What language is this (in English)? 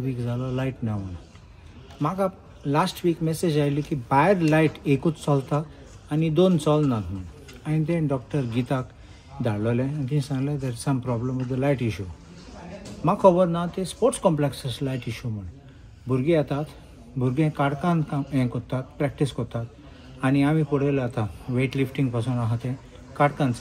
Konkani